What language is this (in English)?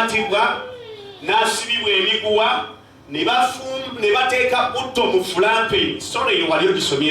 Ganda